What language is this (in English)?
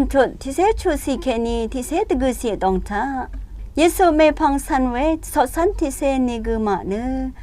Rawang